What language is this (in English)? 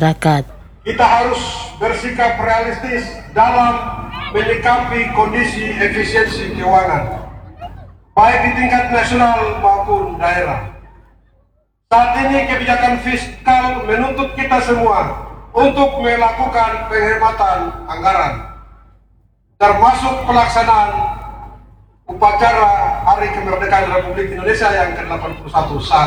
Indonesian